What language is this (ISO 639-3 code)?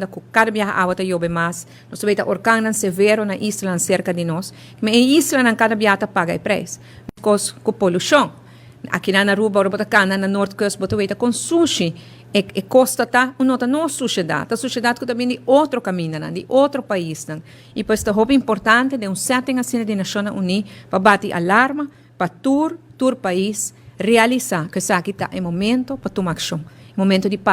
pap